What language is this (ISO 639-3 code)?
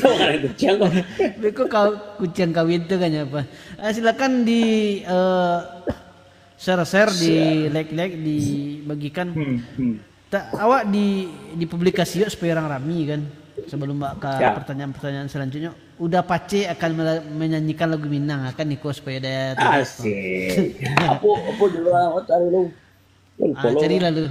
min